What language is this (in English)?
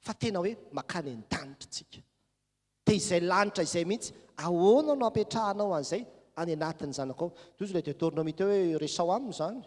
Malagasy